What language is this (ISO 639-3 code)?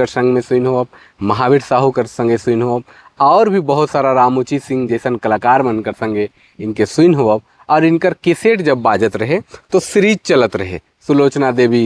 sck